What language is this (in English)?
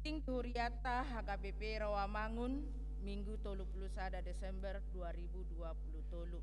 Batak Toba